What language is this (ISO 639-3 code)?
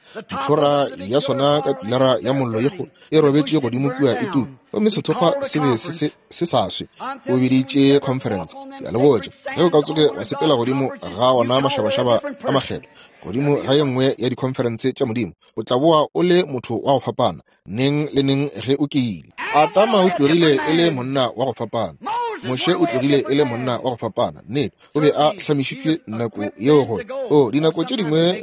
nso